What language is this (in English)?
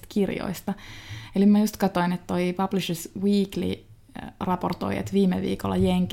Finnish